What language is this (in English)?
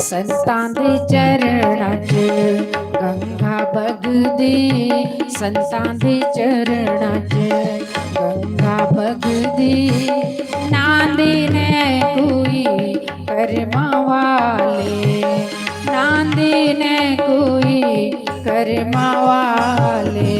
Dogri